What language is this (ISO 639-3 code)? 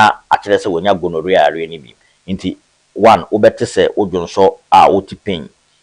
aka